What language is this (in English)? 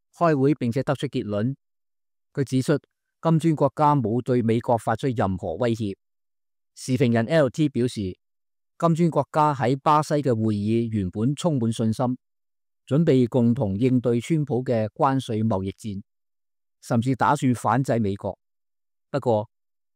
Cantonese